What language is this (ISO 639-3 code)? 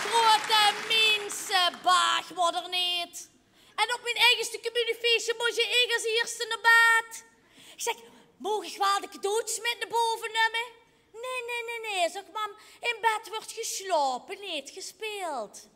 lim